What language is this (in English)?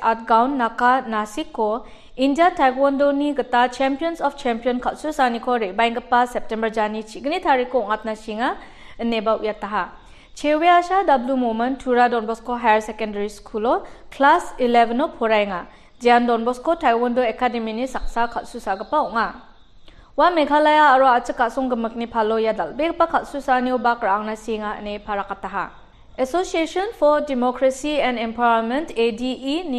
Garo